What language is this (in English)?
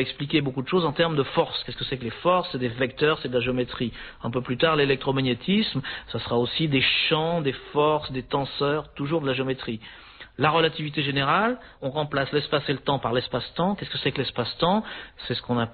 French